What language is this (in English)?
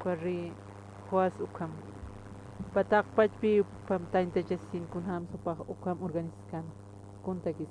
Aymara